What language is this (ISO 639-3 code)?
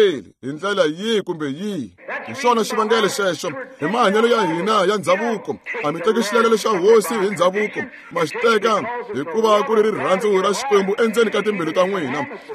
tso